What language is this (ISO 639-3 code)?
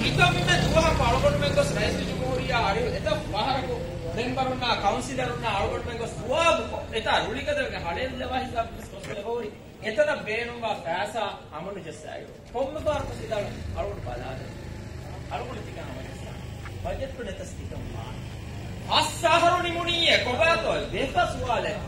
div